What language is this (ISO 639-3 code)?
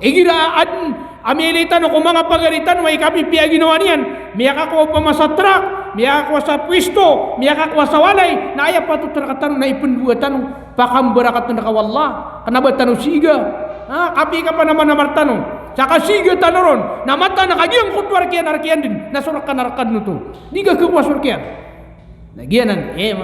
mrw